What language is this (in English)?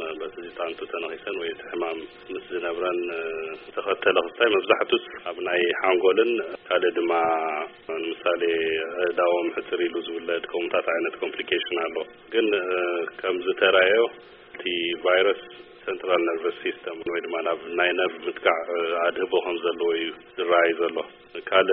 Tigrinya